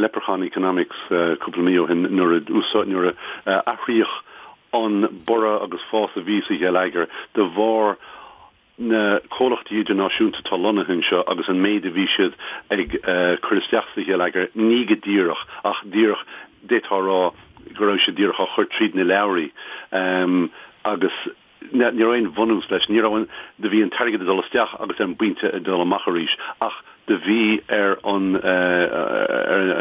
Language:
Irish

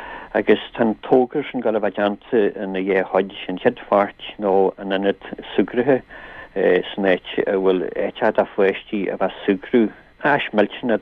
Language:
Irish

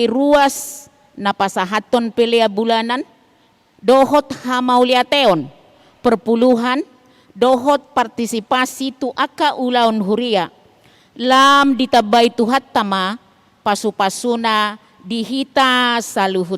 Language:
Batak Toba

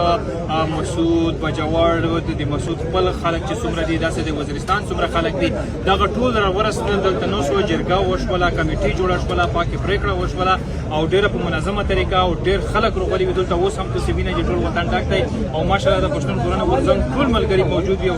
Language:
Pashto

